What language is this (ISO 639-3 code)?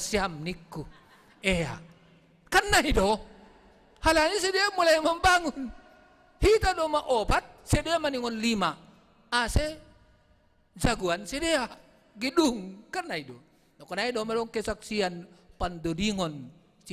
bts